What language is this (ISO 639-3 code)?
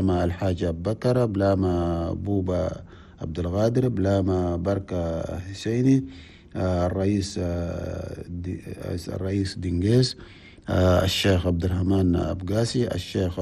shu